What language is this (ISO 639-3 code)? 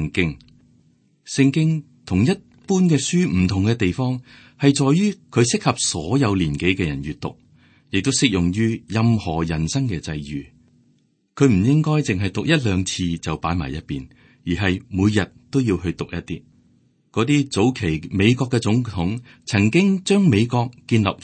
yue